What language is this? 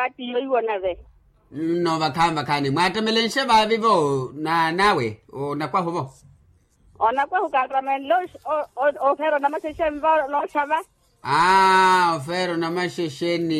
Makhuwa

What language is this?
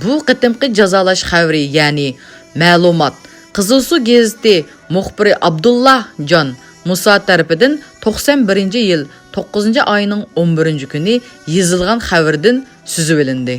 Uyghur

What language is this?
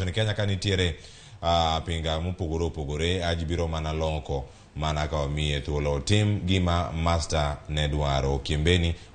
Luo (Kenya and Tanzania)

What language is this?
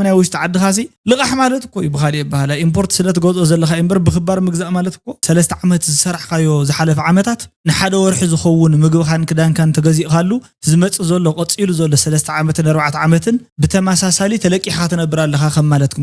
Tigrinya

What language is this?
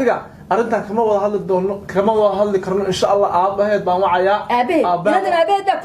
Somali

